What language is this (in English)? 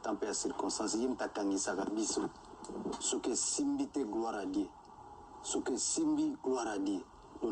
Lingala